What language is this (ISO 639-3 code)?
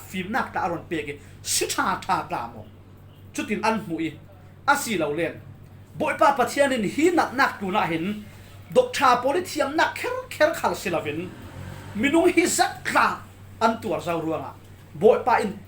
cfm